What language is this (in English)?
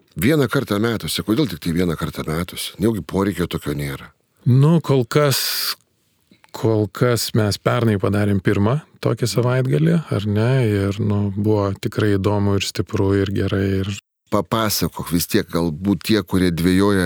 Lithuanian